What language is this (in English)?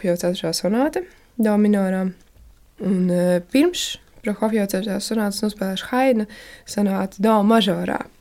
Latvian